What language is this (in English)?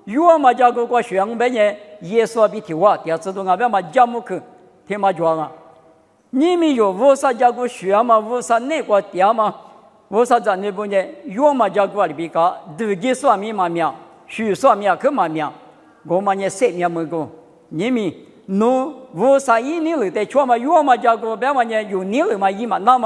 Lisu